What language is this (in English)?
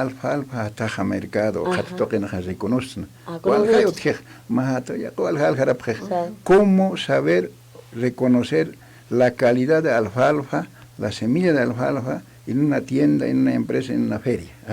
Aymara